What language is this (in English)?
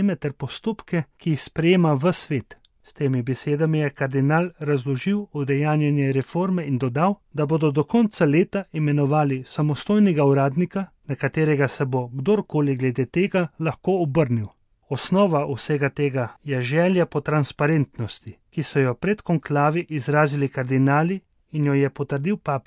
Slovenian